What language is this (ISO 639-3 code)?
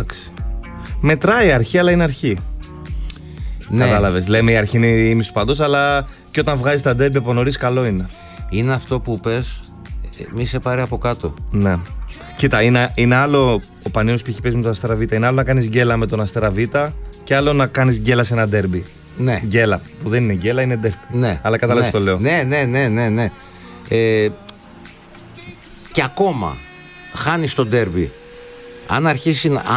ell